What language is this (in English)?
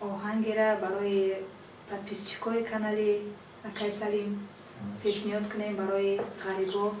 Tajik